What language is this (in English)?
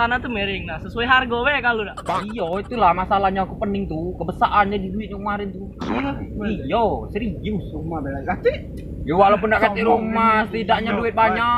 Musi